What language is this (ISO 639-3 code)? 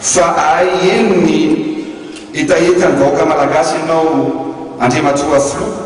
mlg